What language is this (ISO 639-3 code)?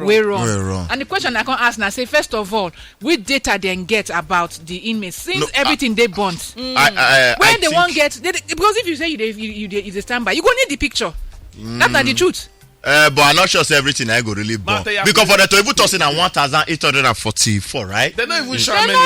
pcm